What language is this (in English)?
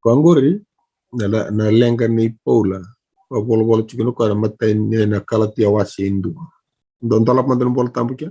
Fijian